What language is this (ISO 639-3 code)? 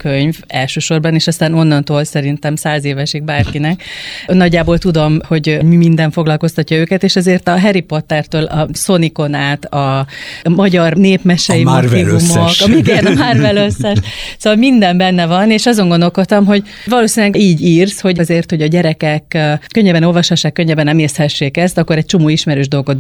hun